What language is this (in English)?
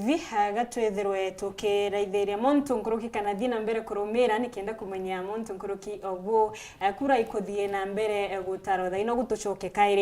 Meru